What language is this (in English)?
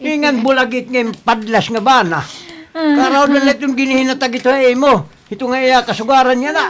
Waray